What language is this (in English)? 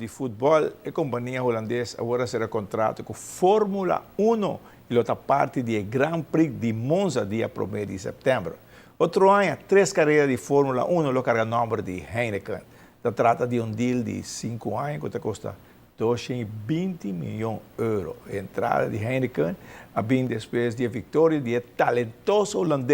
Papiamento